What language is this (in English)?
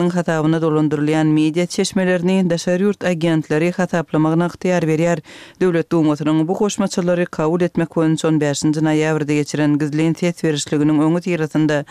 Kyrgyz